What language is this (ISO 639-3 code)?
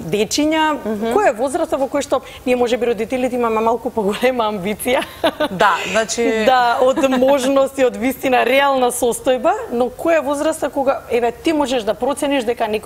mkd